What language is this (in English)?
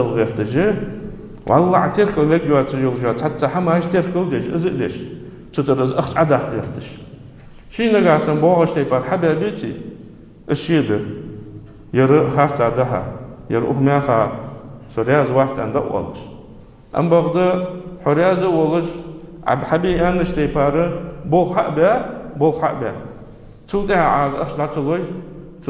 Ingush